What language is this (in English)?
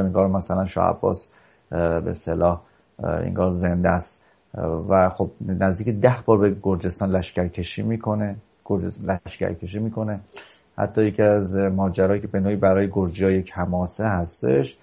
Persian